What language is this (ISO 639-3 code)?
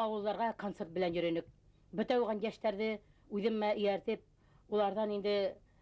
bak